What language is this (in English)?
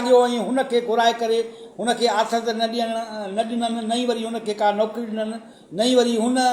Sindhi